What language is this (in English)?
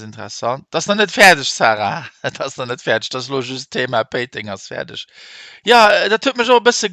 Luxembourgish